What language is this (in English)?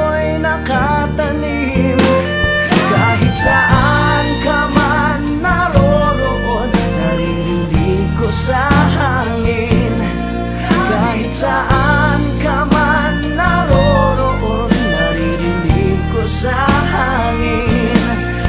Filipino